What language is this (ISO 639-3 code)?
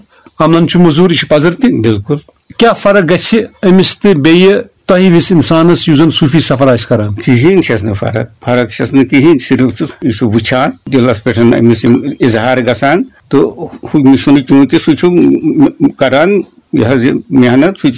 kas